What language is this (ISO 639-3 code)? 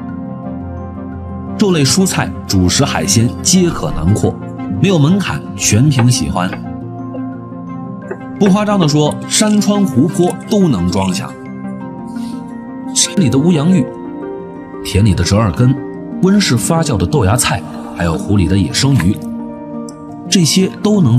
zho